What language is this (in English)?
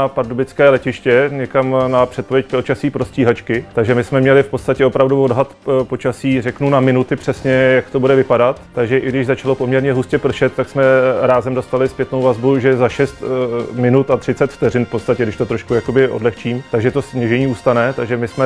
Czech